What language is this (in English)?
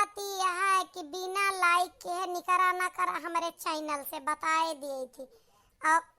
Awadhi